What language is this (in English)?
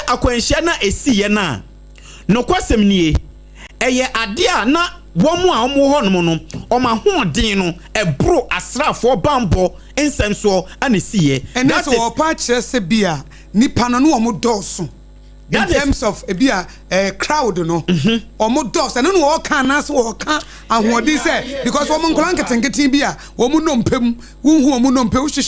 Akan